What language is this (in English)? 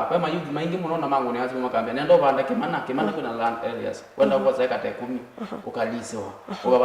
Kamba